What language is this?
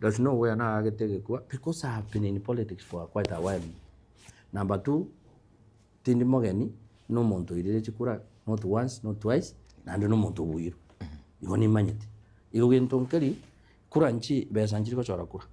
Gusii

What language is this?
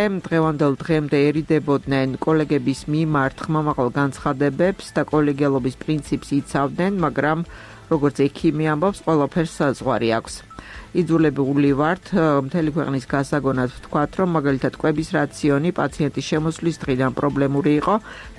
Georgian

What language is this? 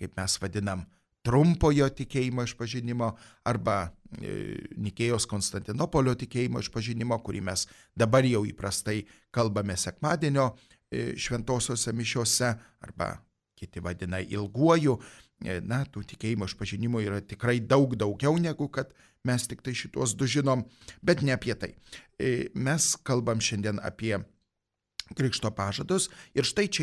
Lithuanian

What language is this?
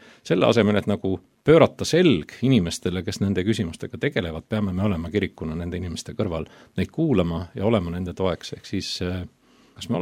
Estonian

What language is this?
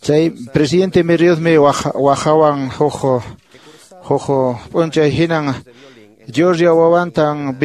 Quechua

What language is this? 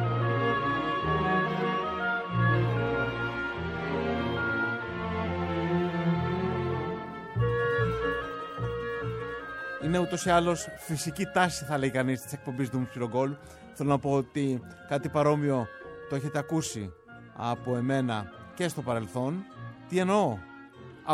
Greek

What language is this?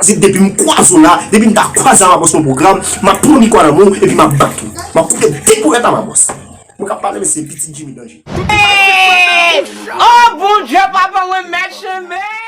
Haitian Creole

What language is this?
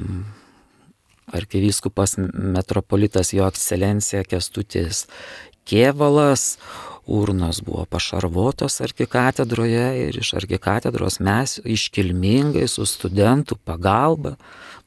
Lithuanian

